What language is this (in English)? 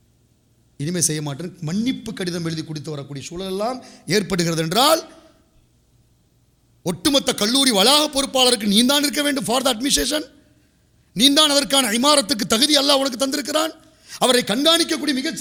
Tamil